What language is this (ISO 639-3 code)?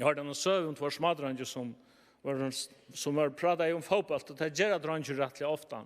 fao